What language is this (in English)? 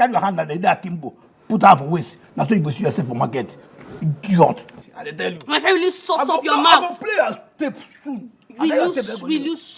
Nigerian Pidgin